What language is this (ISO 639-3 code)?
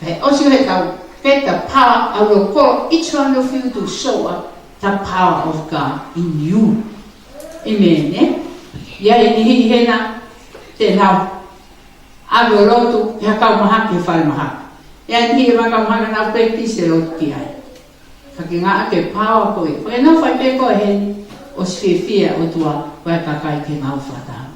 ton